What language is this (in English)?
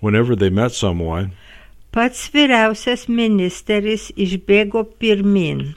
Lithuanian